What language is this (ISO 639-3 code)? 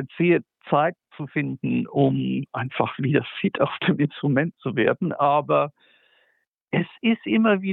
deu